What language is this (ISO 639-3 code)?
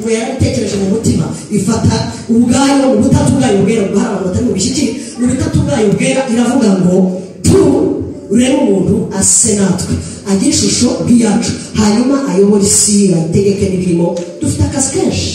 kin